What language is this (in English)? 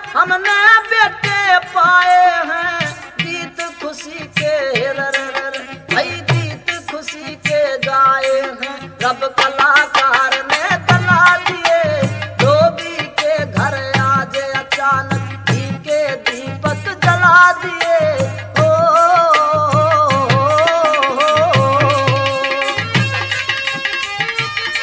Haryanvi